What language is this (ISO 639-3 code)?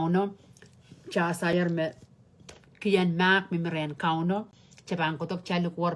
pon